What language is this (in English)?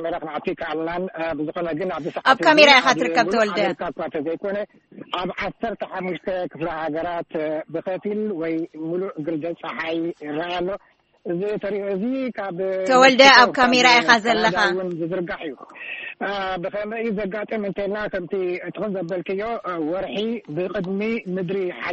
Tigrinya